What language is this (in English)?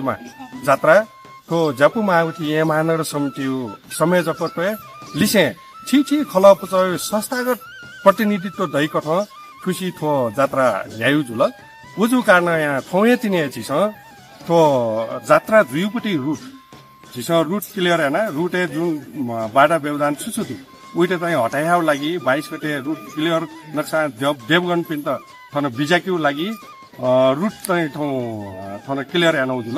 Newari